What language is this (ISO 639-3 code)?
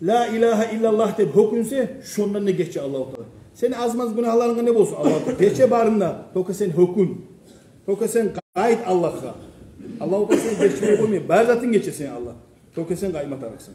kum